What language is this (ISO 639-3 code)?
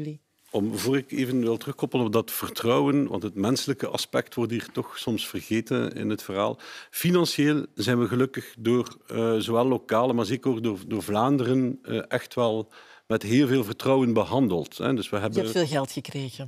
nld